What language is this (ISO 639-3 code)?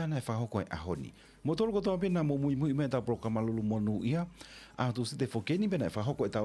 ton